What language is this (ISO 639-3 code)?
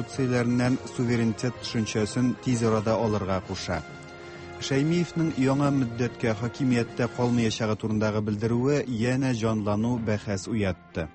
tat